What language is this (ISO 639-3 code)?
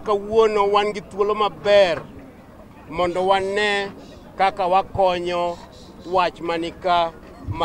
luo